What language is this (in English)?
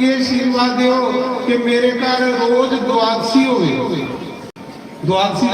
Dogri